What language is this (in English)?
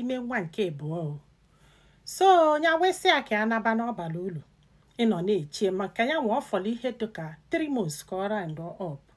Igbo